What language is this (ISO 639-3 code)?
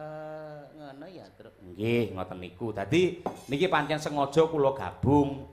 jav